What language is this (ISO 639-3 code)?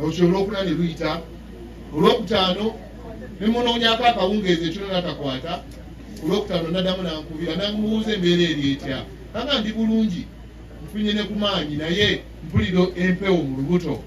lug